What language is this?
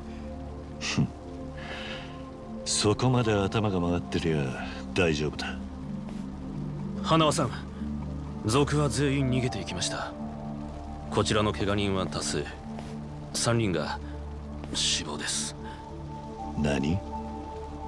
Japanese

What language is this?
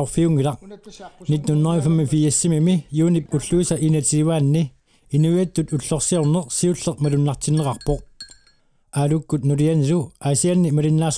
Kalaallisut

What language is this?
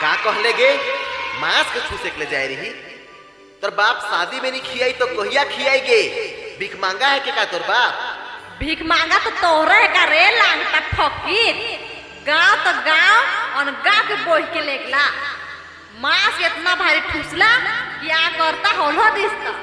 Sadri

